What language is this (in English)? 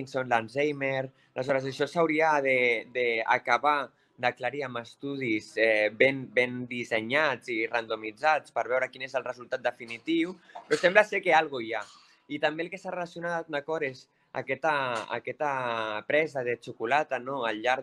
Catalan